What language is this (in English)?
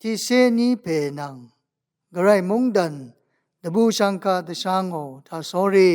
Rawang